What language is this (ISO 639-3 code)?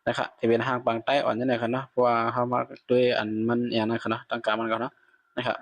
shn